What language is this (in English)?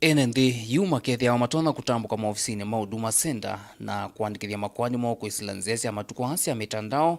Kamba